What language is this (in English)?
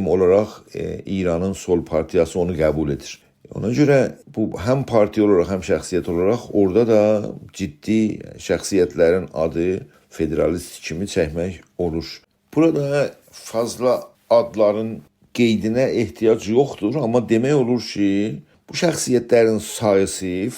South Azerbaijani